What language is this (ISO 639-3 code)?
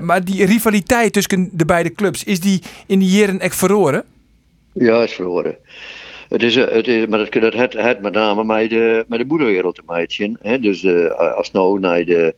fry